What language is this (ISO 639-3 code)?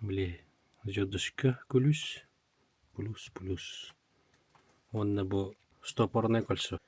sah